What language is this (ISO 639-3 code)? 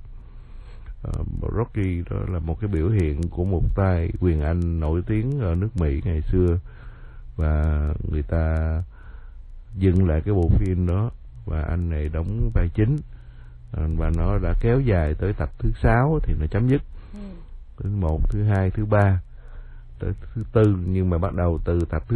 vie